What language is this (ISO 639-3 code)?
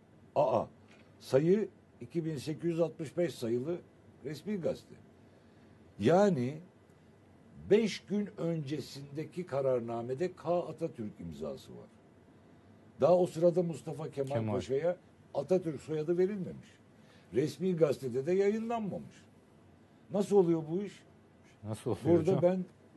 tur